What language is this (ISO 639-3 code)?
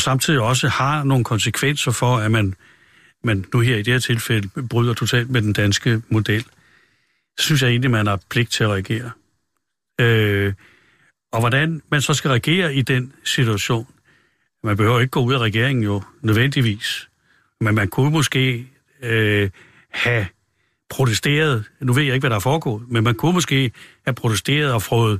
dan